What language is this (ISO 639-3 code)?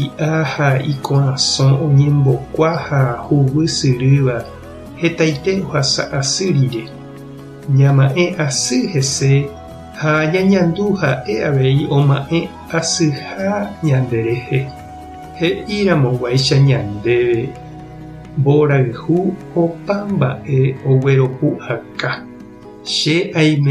grn